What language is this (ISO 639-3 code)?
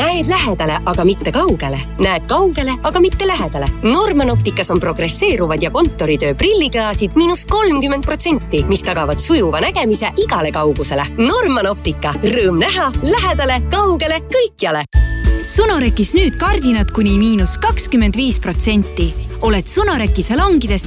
est